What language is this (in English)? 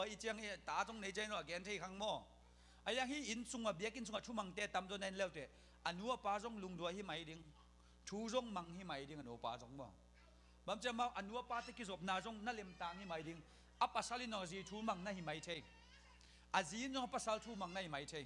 Tedim Chin